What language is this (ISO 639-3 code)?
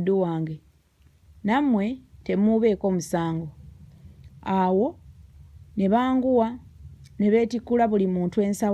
lug